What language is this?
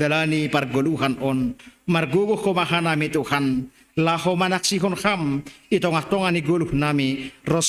Batak Simalungun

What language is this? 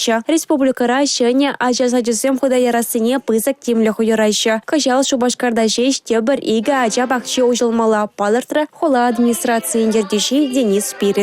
Chuvash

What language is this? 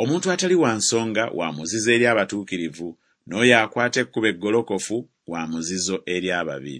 Ganda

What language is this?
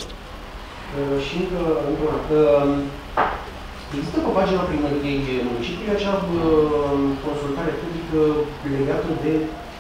Romanian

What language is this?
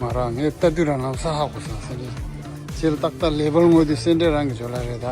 Tibetan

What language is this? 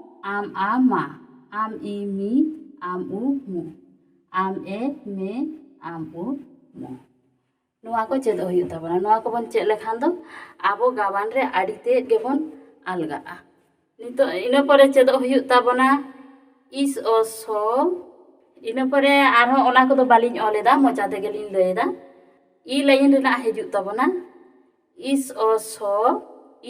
Santali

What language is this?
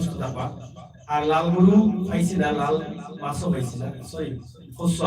Sylheti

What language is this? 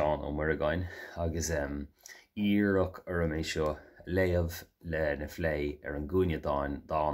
Irish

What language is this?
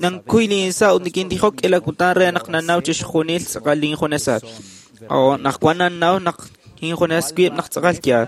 Kekchí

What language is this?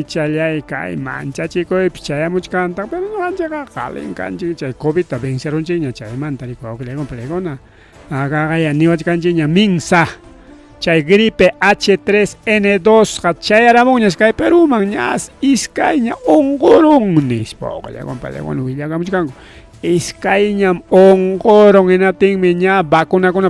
Ayacucho Quechua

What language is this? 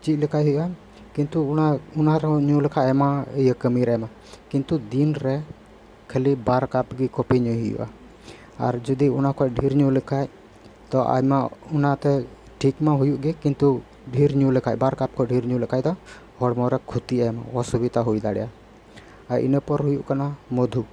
Santali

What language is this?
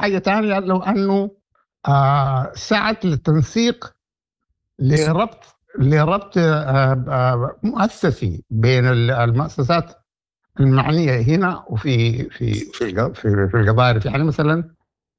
Egyptian Arabic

